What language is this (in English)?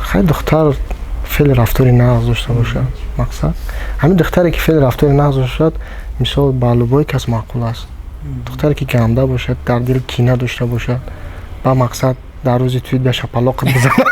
Tajik